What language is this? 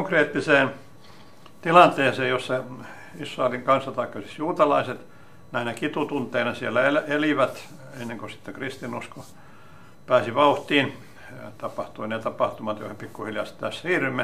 Finnish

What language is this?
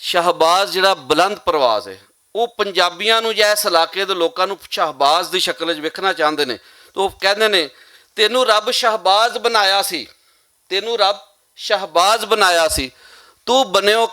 Western Panjabi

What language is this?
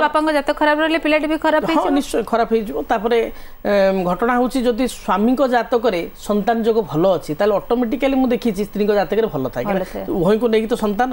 Odia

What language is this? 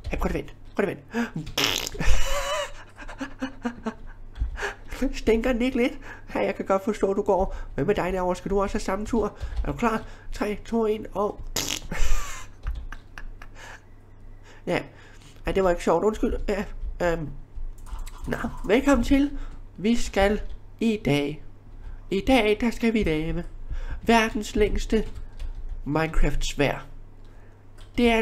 Danish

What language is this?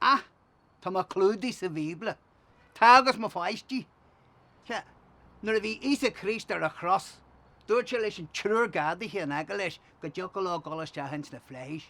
Irish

